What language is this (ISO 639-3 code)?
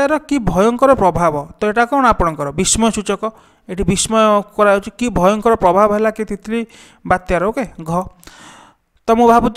ori